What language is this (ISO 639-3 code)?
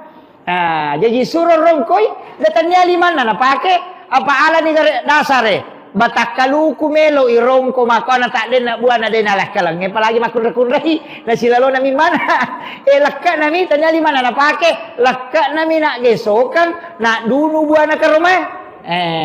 bug